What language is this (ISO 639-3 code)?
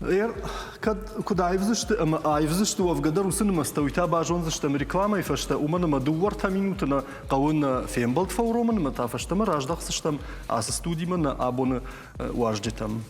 oss